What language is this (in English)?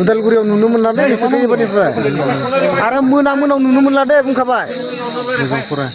Bodo